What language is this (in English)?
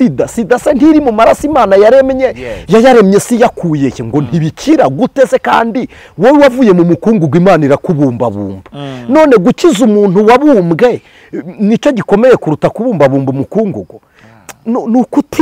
Kinyarwanda